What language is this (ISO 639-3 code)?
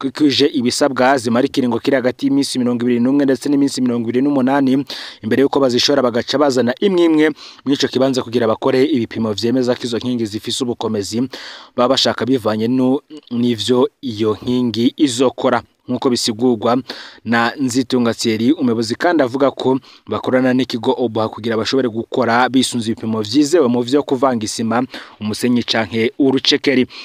run